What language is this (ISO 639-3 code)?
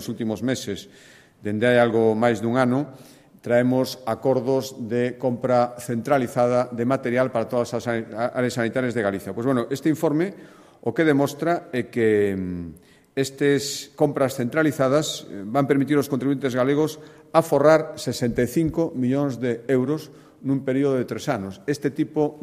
glg